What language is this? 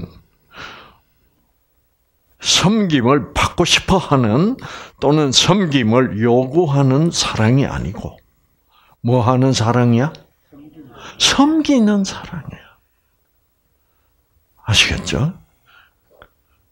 Korean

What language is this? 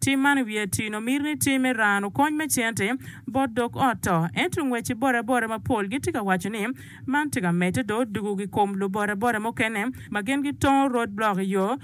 Acoli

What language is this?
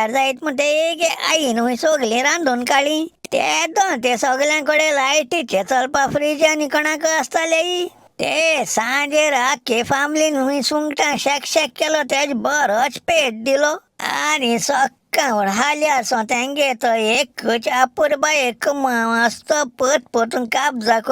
Konkani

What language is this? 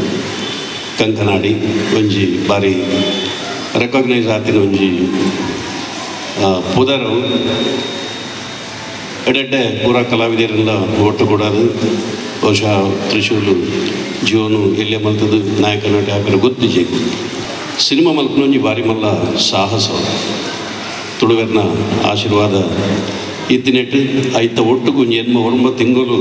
Tulu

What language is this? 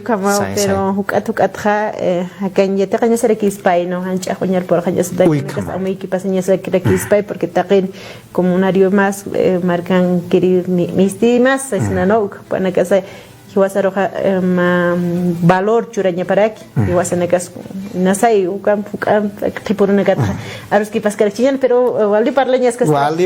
Aymara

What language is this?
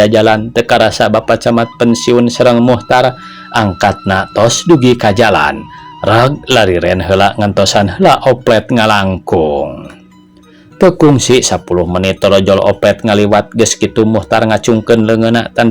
Sundanese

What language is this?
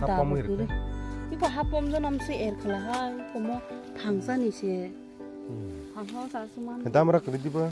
Kok Borok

